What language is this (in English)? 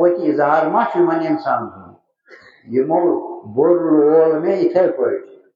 Kashmiri